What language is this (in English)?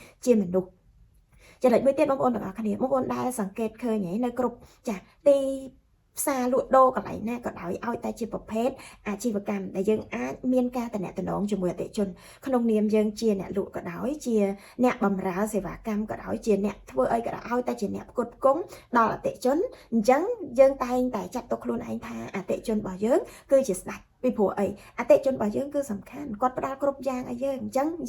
Khmer